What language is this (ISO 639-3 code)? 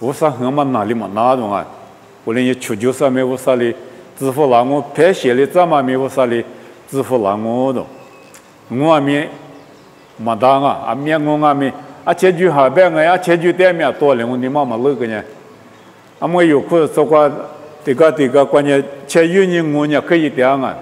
lis